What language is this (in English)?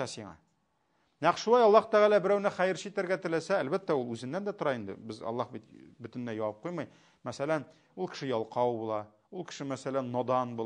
Tatar